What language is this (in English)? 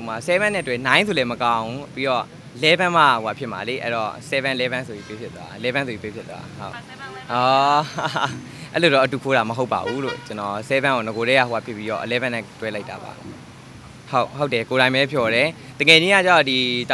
Burmese